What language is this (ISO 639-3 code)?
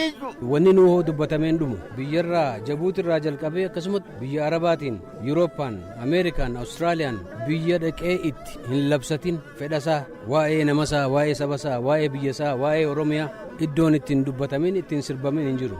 orm